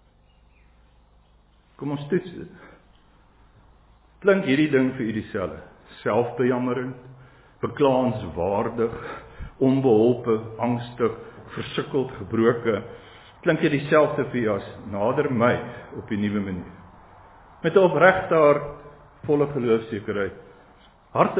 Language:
Afrikaans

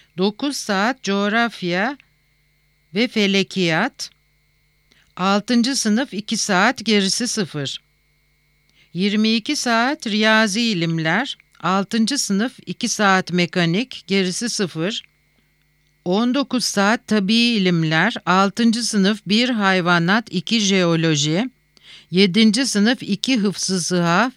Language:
Turkish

